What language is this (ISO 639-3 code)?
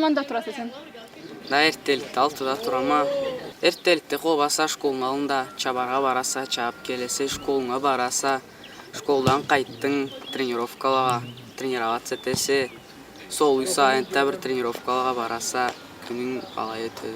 krc